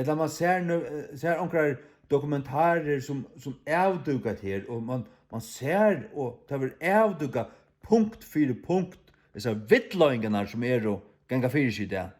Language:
Faroese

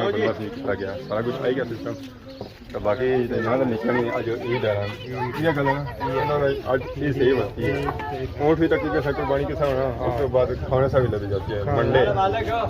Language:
Pahari-Potwari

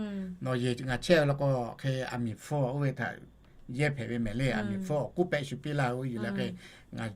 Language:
Lahu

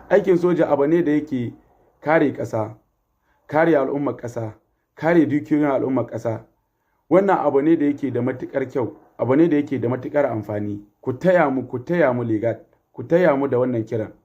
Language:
Hausa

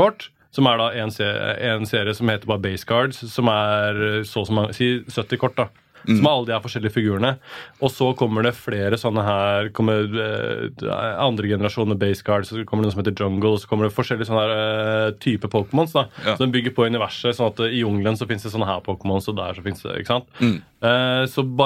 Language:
Norwegian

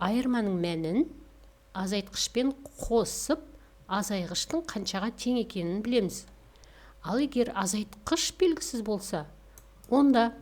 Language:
Kazakh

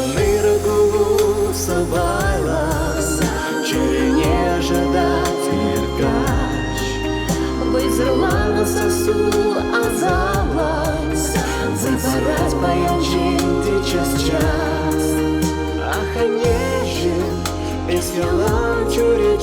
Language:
Chuvash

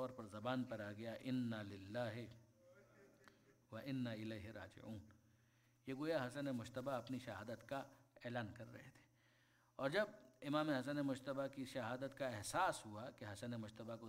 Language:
Urdu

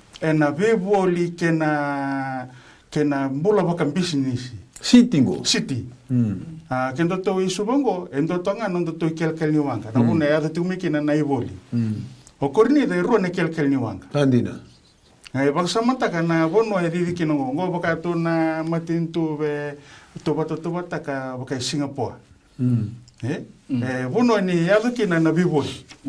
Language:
Fijian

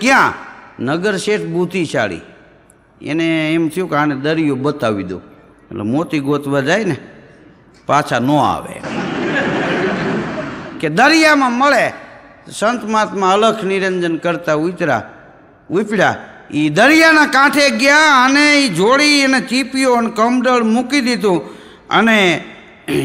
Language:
Gujarati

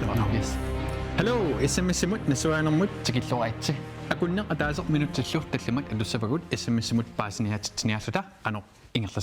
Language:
Kalaallisut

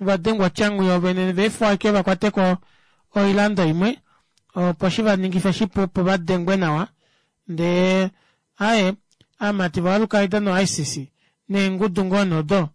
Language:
Kuanyama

